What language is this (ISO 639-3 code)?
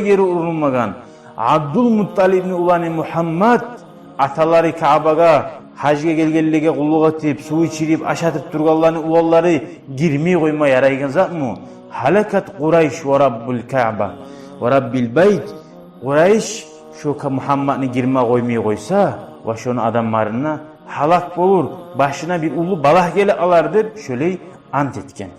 kum